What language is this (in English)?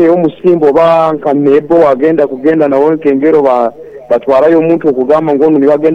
Nyankole